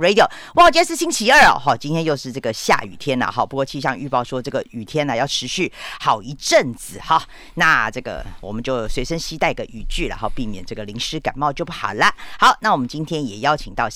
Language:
Chinese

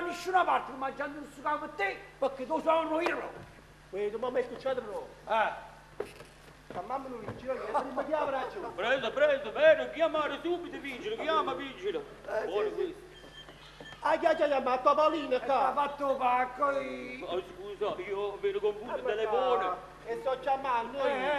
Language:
Neapolitan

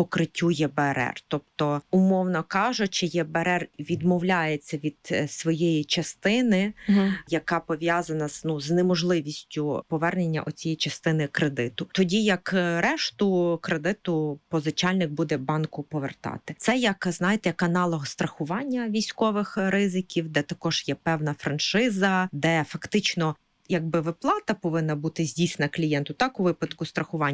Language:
Ukrainian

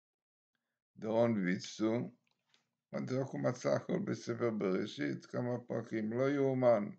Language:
Hebrew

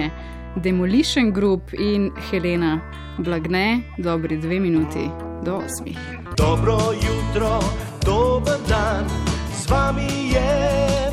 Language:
Slovenian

